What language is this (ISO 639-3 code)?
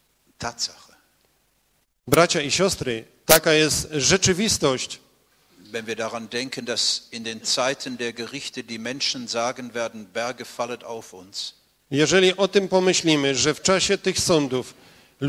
pol